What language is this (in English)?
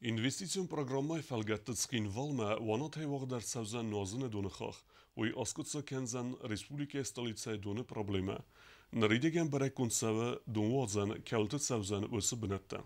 Ossetic